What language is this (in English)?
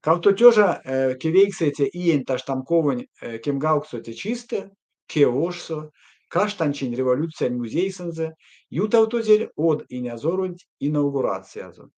Erzya